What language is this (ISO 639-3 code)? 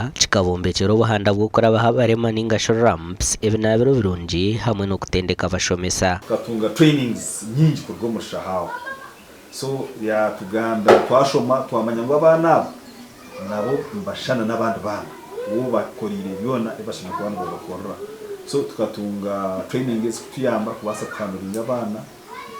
nyn